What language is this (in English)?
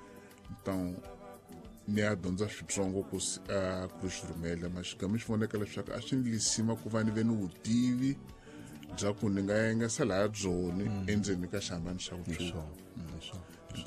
Tsonga